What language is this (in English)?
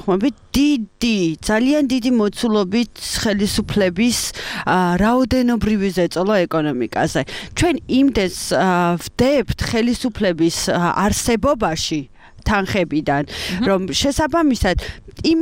Georgian